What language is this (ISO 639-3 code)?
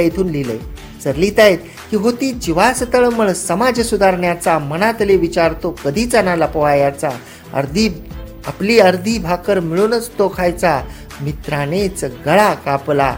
mar